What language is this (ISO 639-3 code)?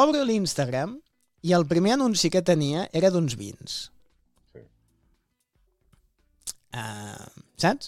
cat